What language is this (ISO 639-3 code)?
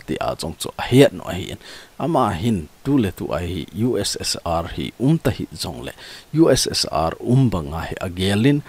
tcz